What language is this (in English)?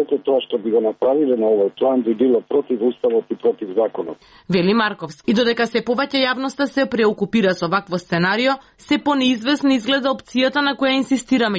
Macedonian